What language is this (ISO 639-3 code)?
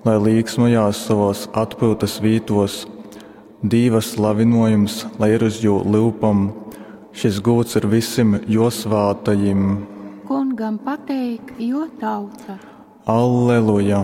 ltg